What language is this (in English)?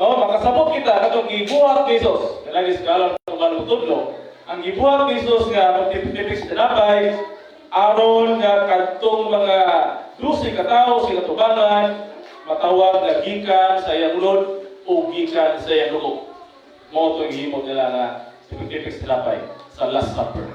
Cebuano